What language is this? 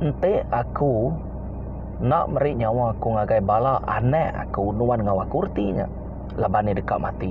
Iban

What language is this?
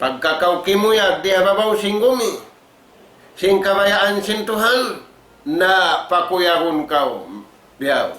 Tausug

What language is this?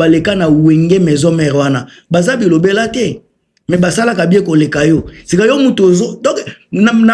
Lingala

